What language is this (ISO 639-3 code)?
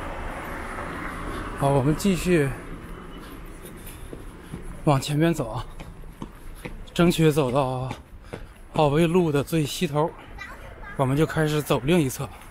zho